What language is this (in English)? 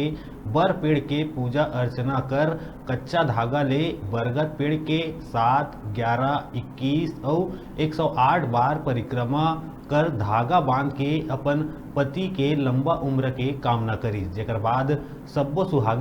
Chhattisgarhi